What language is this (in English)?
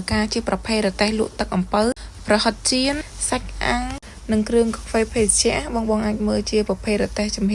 Khmer